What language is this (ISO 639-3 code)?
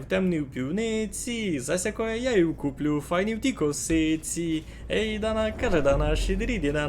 rue